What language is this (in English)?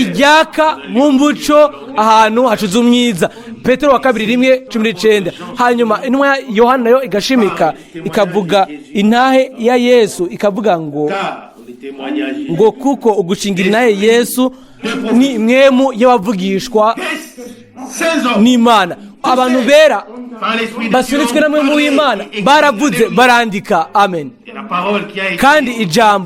Rundi